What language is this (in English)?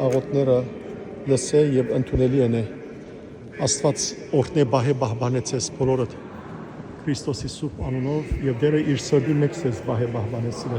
Western Armenian